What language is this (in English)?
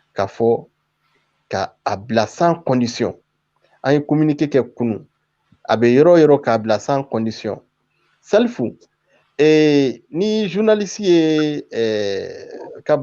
Bambara